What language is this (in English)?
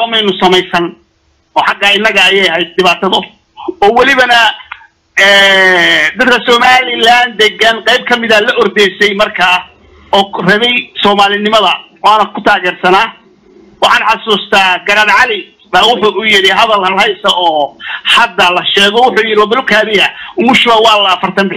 Somali